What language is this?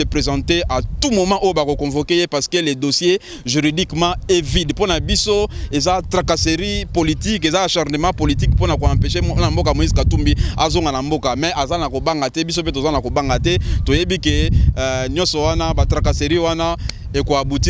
Lingala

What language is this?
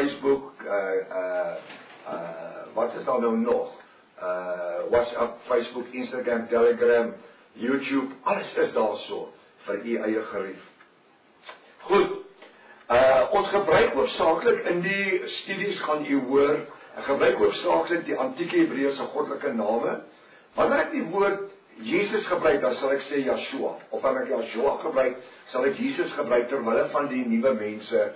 Afrikaans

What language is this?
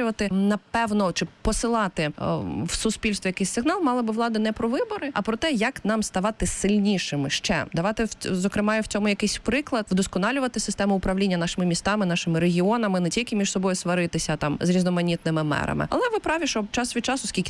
Ukrainian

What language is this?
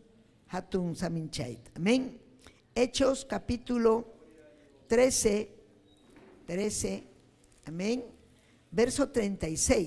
Ayacucho Quechua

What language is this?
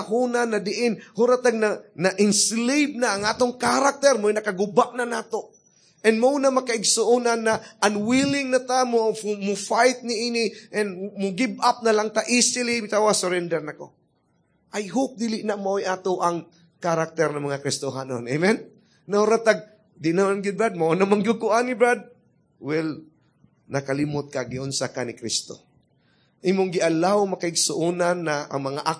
Cebuano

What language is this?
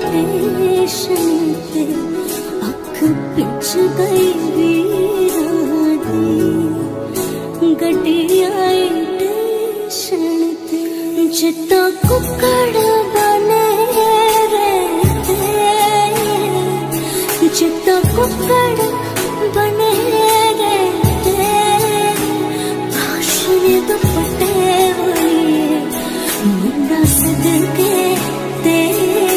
Punjabi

